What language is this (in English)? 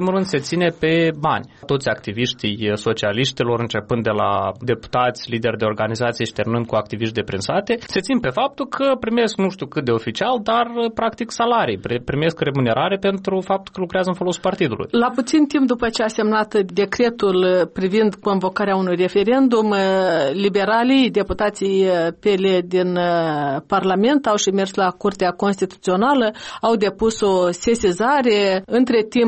Romanian